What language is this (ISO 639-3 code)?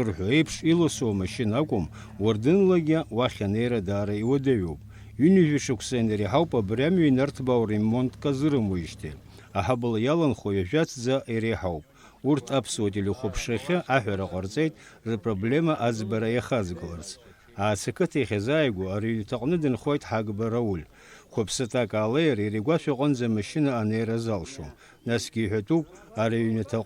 abk